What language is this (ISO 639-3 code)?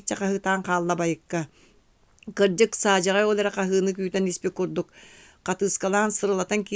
sah